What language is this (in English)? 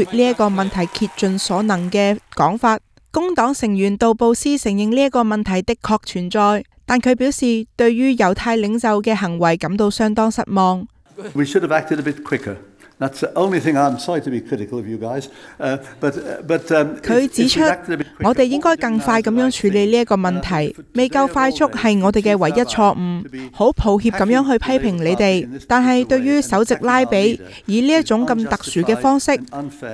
Cantonese